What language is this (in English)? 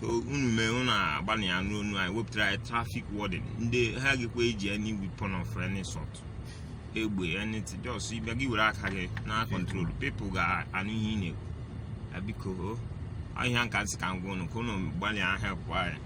Igbo